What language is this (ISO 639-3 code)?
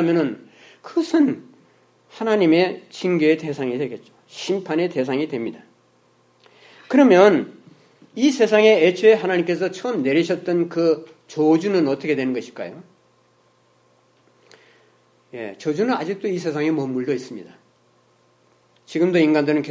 kor